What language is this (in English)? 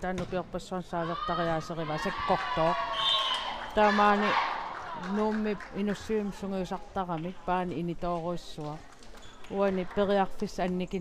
Kalaallisut